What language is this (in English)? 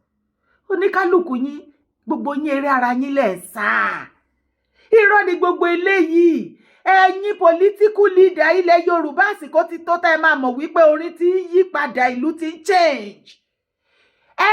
Yoruba